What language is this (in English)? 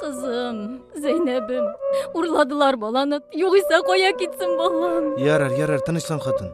Tatar